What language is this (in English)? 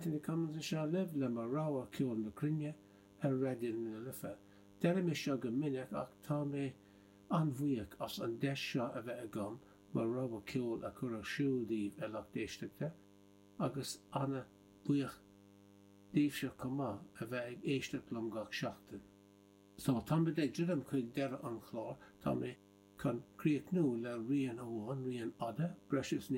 Irish